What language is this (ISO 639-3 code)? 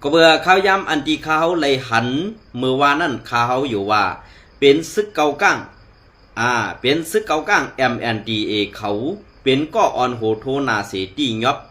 shn